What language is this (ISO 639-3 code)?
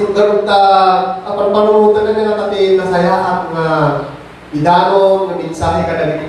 ilo